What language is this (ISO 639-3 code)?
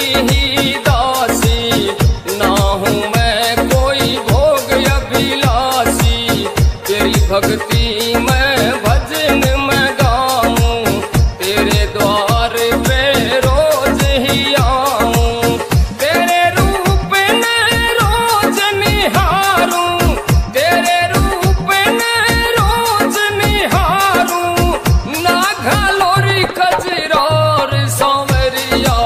bgc